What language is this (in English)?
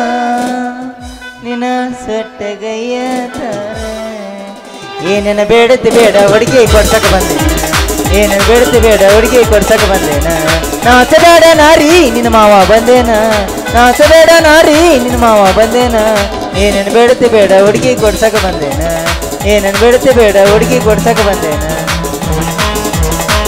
Kannada